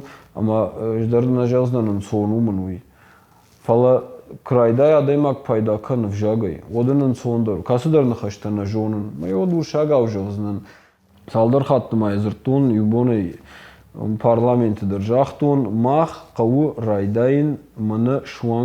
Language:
Ossetic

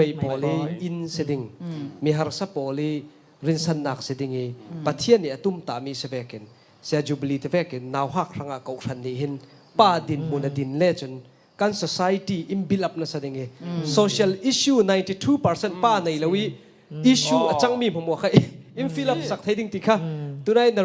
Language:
Falam Chin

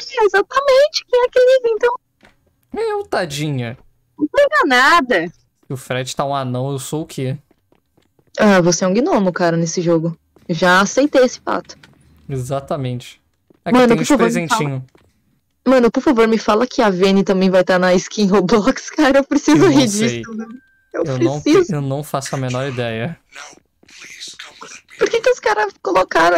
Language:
Portuguese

